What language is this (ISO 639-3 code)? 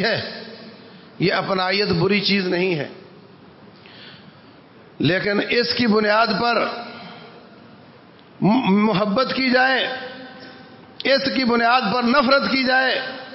urd